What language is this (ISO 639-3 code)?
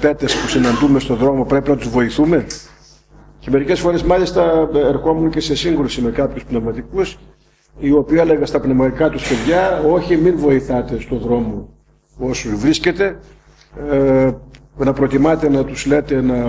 ell